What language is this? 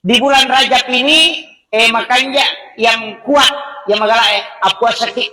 Buginese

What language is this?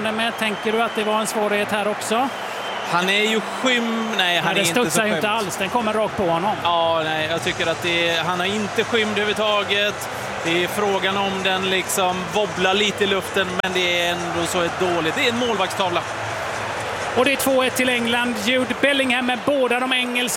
Swedish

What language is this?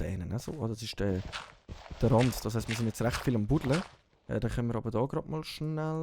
Swiss German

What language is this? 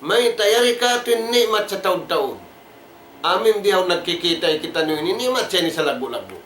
Tausug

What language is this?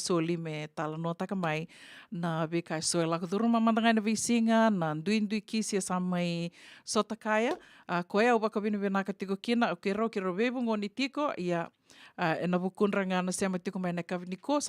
Fijian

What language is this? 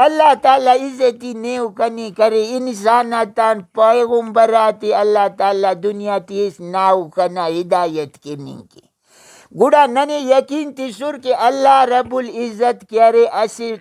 Brahui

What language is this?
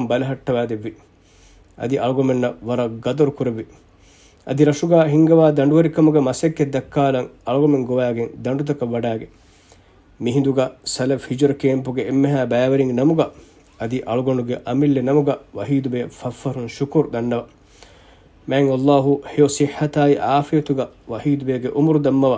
Divehi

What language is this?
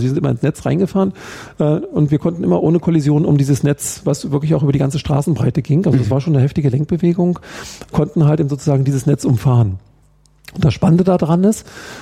German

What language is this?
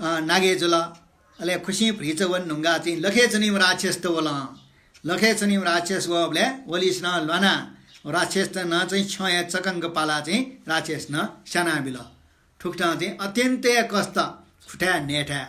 Newari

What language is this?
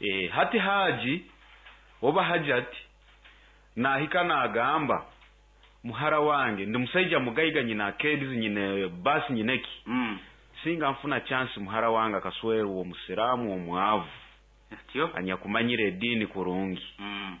Nyoro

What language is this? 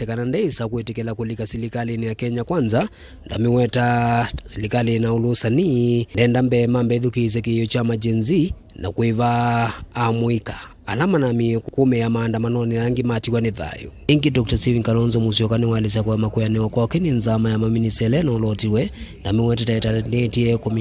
Kamba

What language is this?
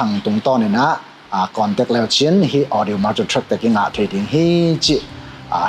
Tedim Chin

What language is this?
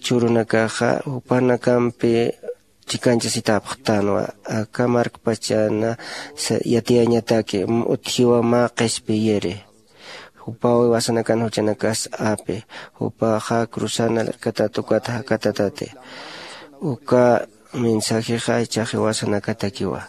Aymara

